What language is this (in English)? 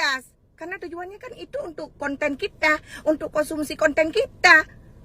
Achinese